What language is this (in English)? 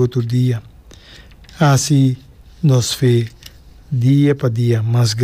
Papiamento